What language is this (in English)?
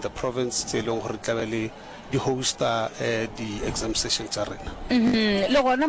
Northern Sotho